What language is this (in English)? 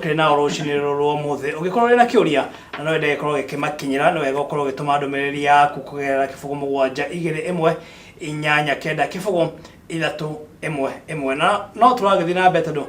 Kikuyu